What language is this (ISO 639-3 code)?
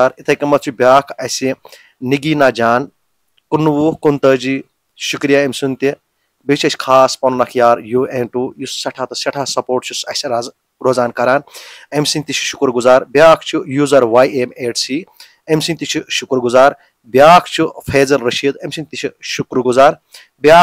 kas